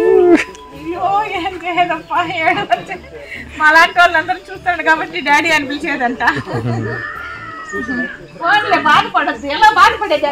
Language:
Telugu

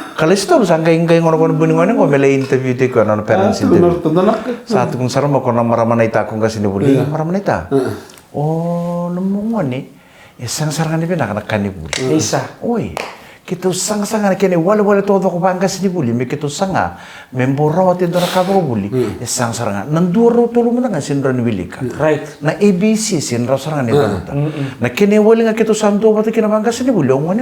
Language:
Fijian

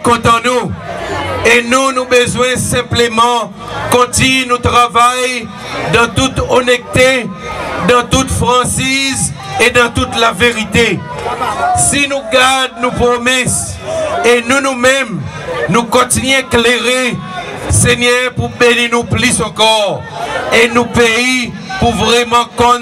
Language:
Seselwa Creole French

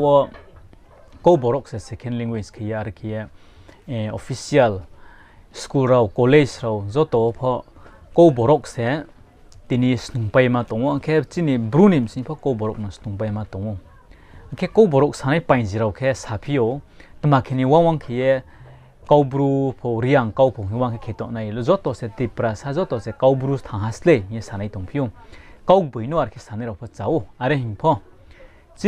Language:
Riang (India)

